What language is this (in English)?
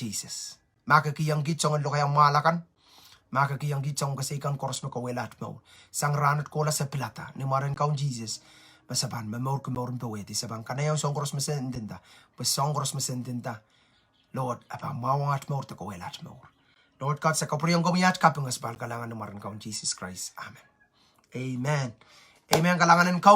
Pohnpeian